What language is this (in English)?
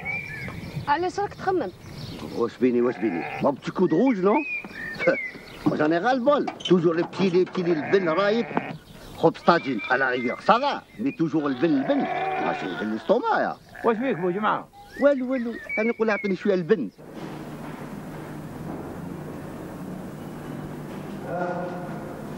Algerian Arabic